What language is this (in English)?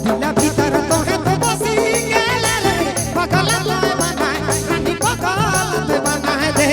Sadri